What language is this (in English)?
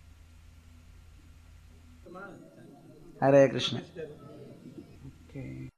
Tamil